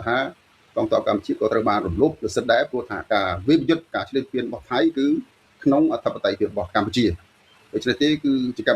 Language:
Khmer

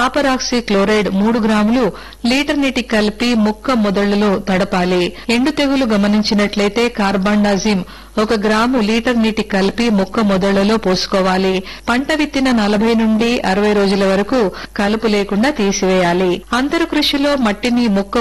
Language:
Telugu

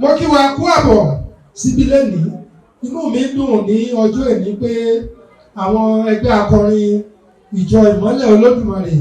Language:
Yoruba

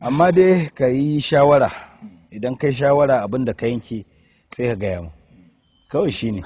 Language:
Hausa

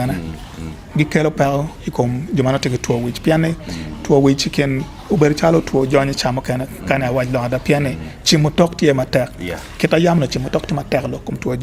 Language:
Acoli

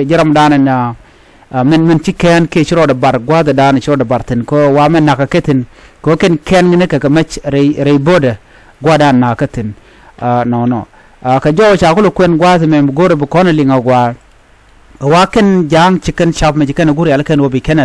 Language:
Nuer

